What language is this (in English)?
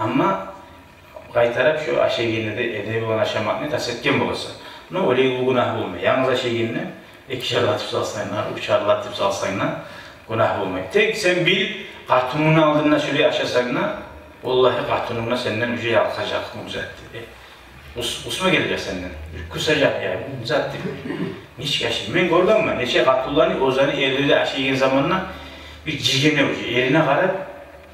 Kumyk